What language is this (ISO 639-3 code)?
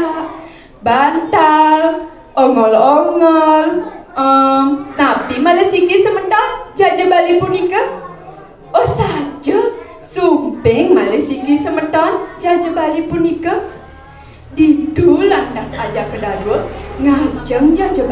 ban